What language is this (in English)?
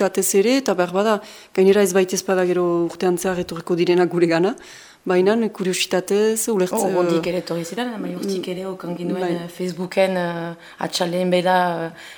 Basque